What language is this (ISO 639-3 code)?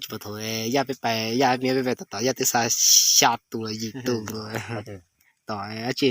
hmn